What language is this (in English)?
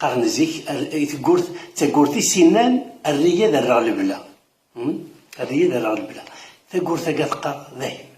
Kabyle